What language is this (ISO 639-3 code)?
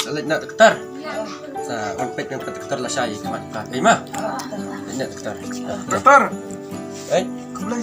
kha